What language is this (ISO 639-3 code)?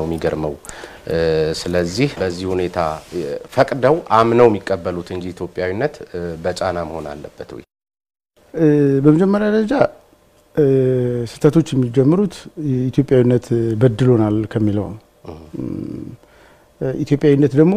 amh